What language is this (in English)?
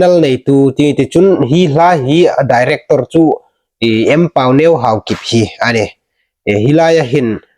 Hmar